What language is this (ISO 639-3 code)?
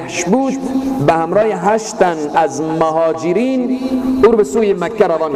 fas